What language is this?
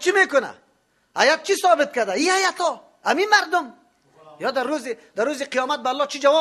Persian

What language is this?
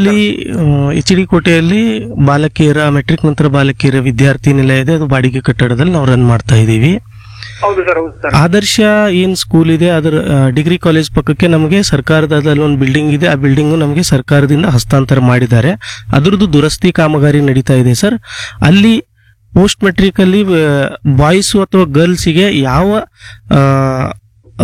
Kannada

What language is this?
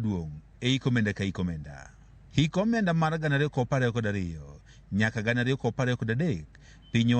Luo (Kenya and Tanzania)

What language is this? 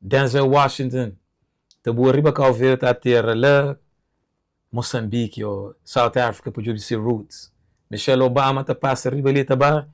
Kabuverdianu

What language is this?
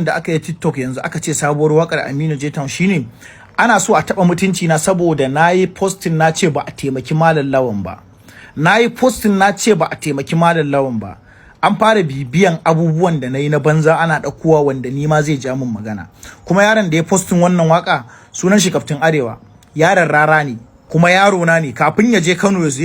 Hausa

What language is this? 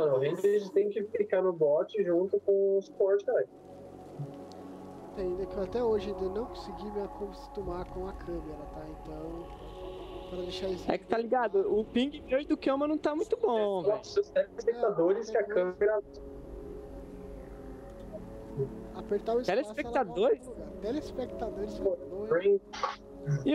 Portuguese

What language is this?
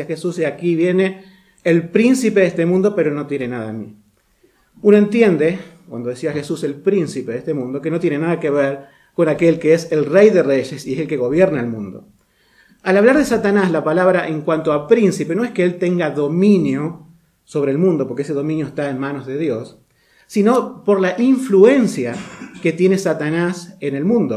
Spanish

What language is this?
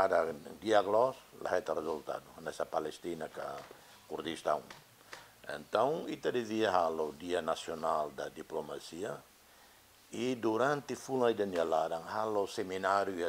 Tetum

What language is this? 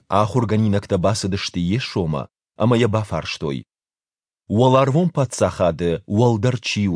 Ossetic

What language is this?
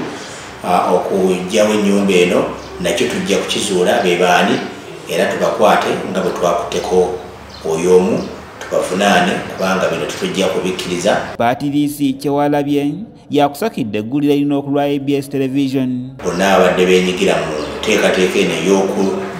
Ganda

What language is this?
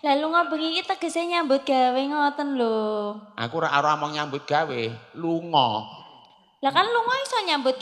Javanese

